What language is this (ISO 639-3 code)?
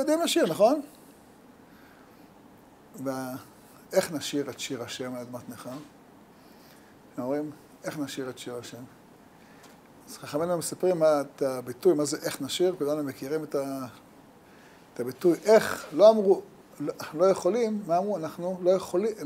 heb